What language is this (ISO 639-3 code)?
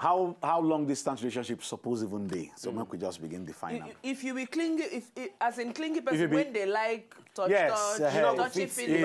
pcm